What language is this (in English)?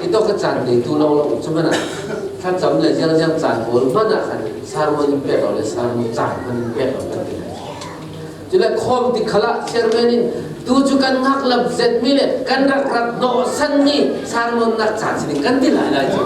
Falam Chin